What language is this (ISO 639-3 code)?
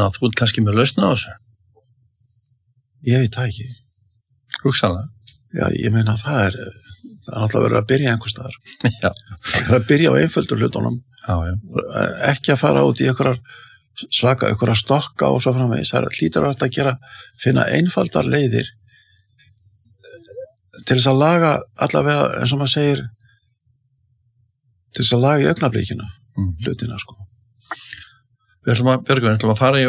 isl